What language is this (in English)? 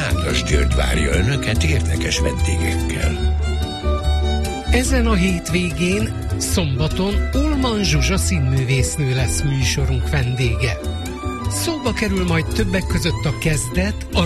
Hungarian